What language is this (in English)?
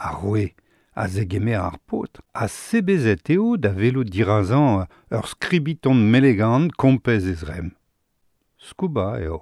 Breton